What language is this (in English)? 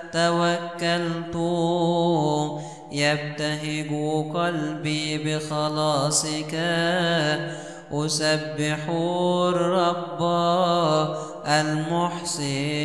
Arabic